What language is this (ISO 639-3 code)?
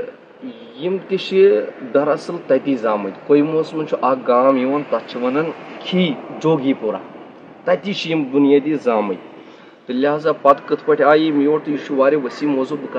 kas